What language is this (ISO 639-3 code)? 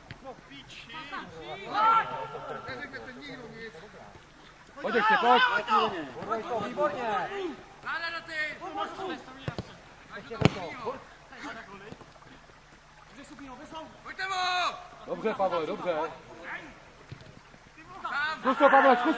ces